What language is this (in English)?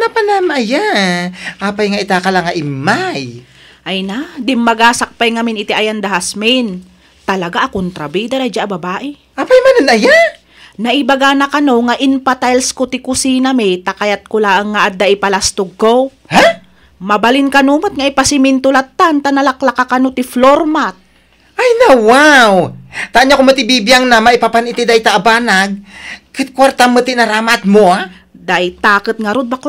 Iloko